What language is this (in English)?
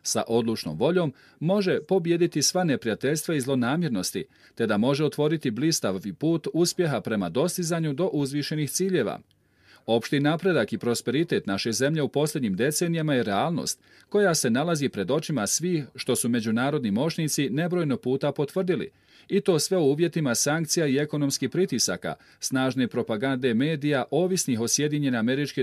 Bosnian